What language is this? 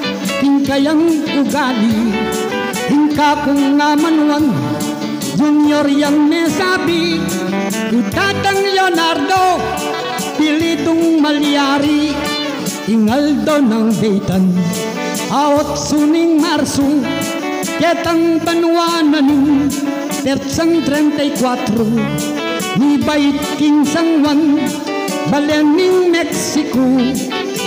Pampanga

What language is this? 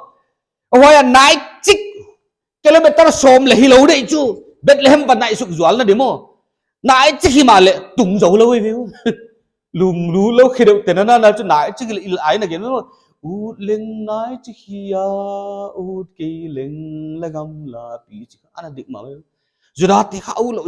Paite Chin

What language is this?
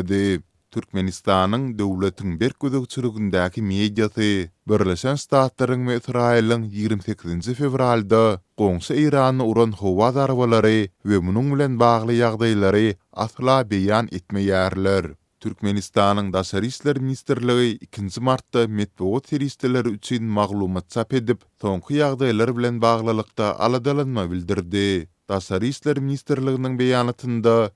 Turkmen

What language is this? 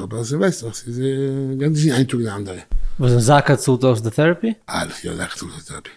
Yiddish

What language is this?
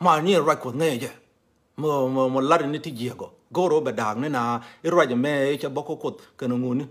Nuer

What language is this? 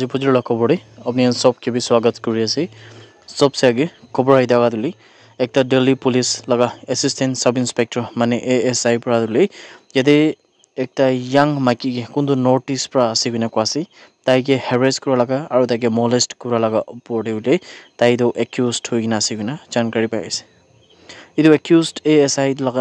Naga Pidgin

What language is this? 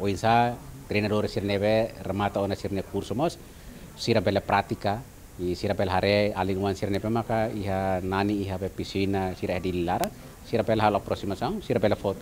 Tetum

